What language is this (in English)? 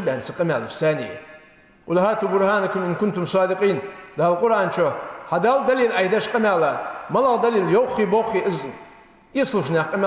Ingush